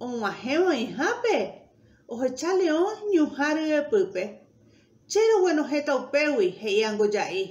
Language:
Guarani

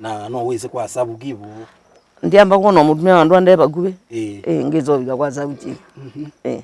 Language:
Kamba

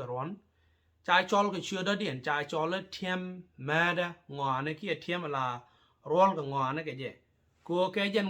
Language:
Nuer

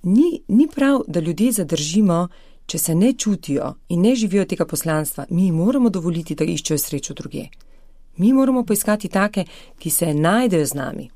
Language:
Slovenian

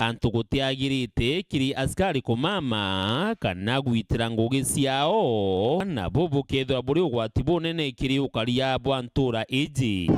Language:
Meru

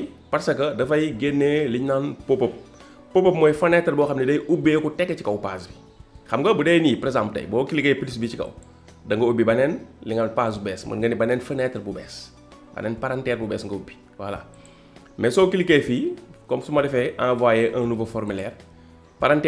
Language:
Wolof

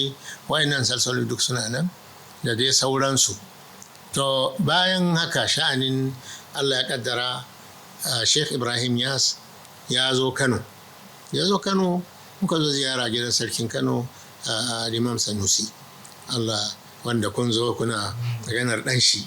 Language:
Hausa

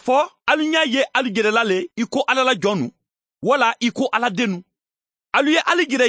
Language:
Mandingo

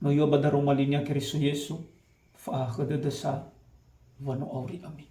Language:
Nias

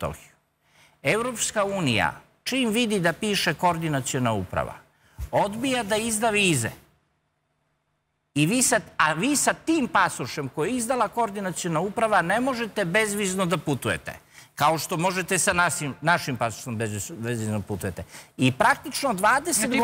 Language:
Serbian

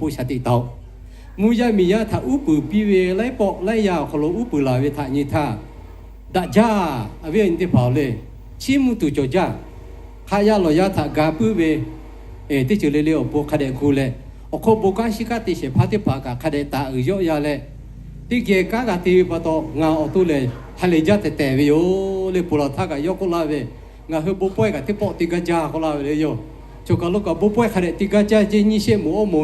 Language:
Lahu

